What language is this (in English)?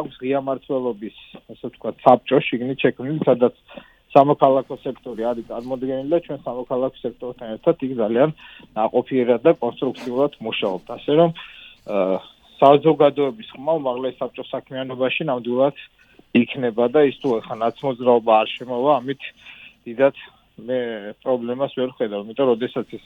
Georgian